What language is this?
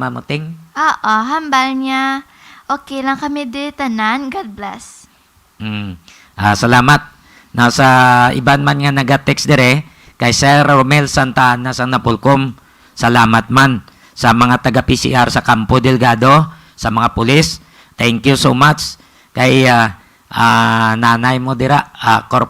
Hiligaynon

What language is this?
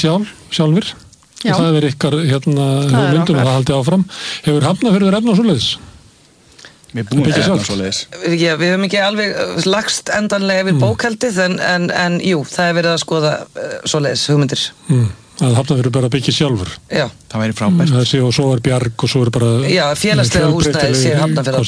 Icelandic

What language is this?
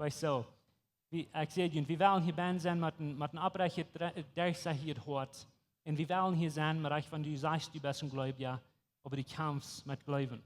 Plautdietsch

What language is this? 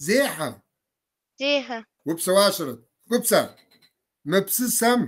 Kabardian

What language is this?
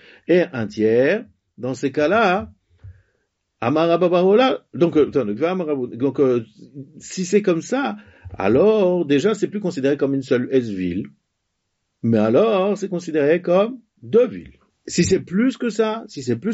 French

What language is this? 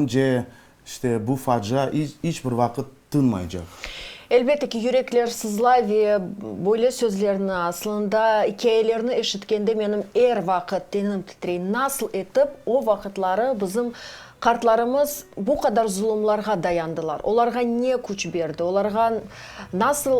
Crimean Tatar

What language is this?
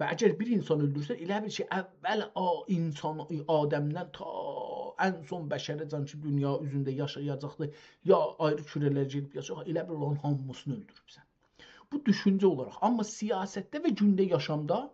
South Azerbaijani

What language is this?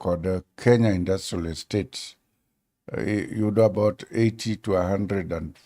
Luo (Kenya and Tanzania)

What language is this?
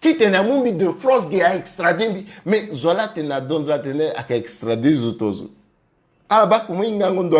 Sango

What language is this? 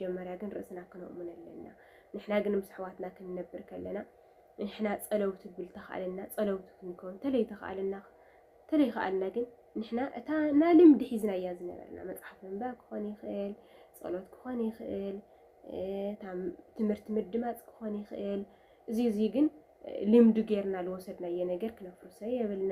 Tigrinya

